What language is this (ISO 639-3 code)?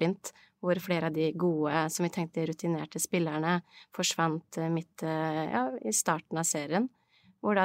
nor